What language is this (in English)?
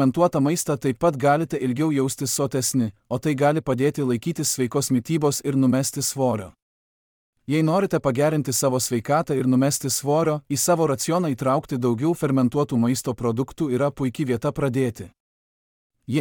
Lithuanian